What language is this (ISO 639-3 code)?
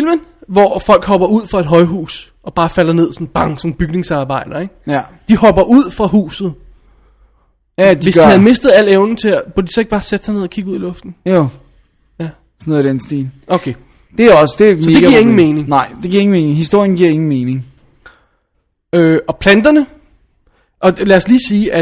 dan